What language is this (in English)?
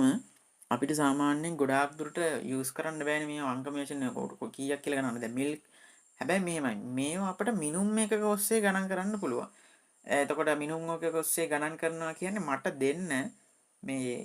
Sinhala